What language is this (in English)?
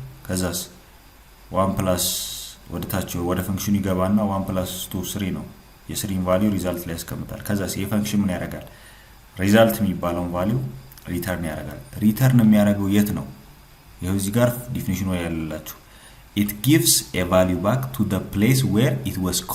Amharic